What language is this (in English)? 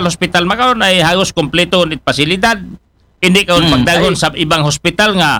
Aklanon